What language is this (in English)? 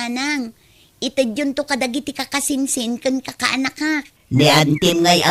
Iloko